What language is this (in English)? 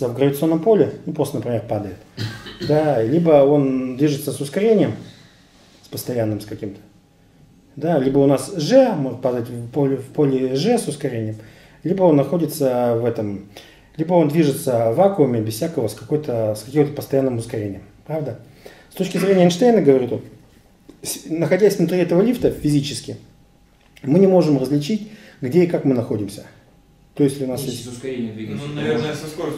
Russian